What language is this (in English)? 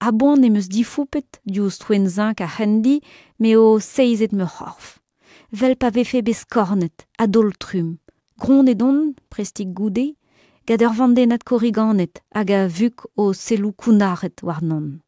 Breton